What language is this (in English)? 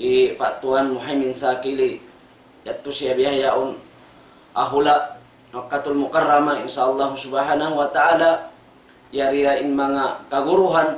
Tausug